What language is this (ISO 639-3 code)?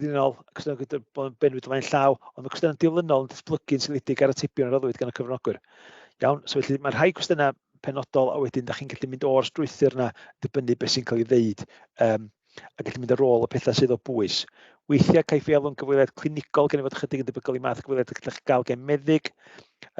cym